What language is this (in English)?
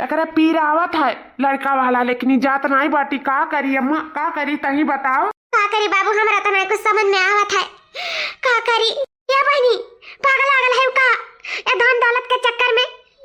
Awadhi